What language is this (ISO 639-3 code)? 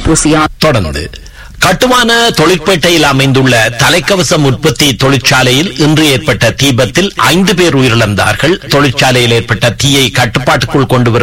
tam